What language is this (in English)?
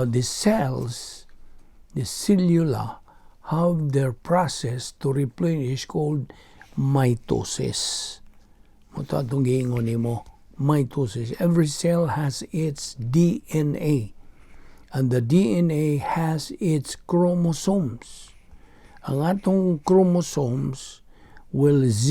Cebuano